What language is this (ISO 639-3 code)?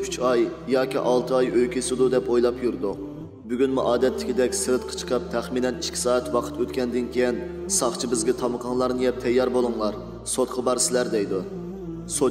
uig